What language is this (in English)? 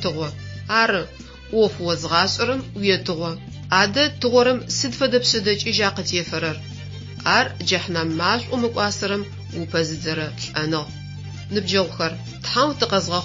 Adyghe